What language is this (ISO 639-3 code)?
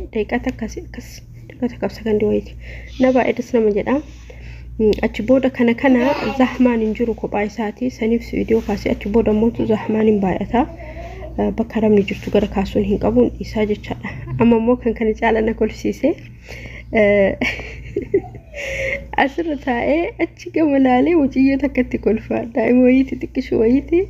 orm